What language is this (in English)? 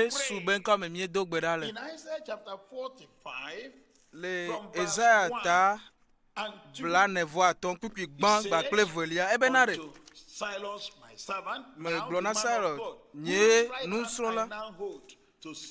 Ewe